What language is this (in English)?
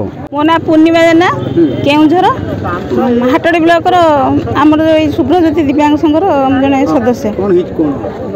Odia